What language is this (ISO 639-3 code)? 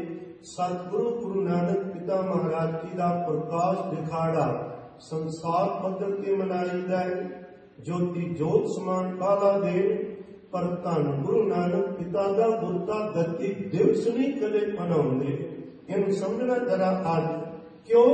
pan